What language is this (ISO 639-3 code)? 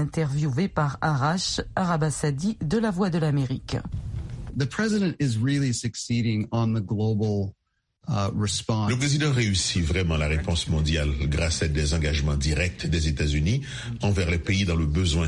fra